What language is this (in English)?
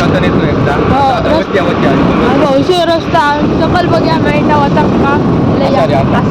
Konkani